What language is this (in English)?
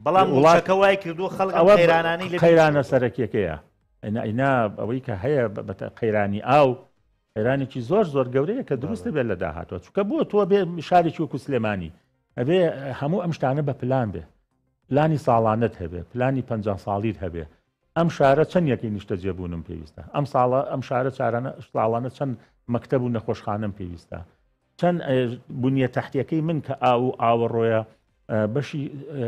Central Kurdish